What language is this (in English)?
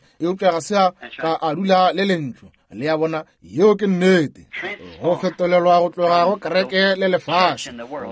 Northern Sotho